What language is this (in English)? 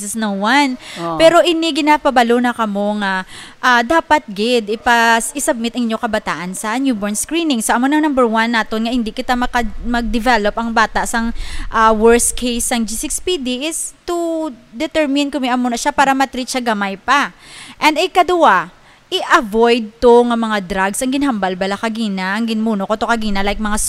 Hiligaynon